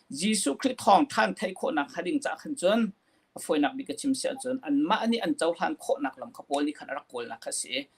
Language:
Hakha Chin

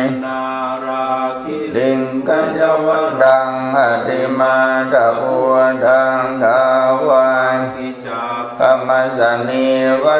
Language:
Pali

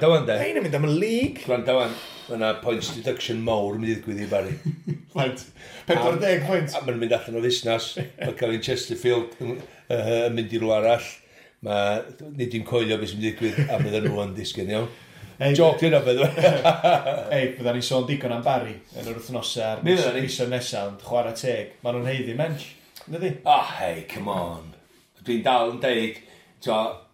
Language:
Welsh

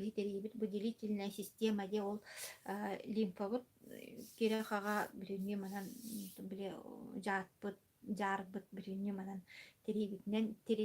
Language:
Yakut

